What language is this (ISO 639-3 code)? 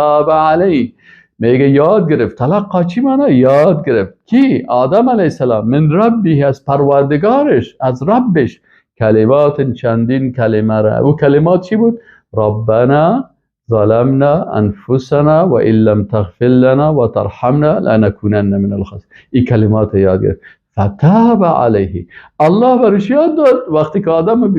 fas